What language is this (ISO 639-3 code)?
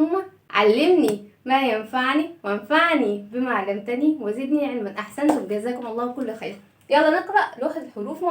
arz